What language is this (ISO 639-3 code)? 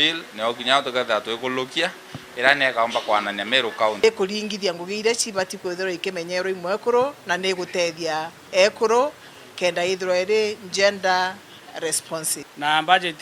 mer